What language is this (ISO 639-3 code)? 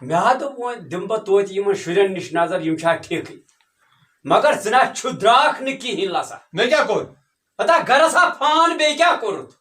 kas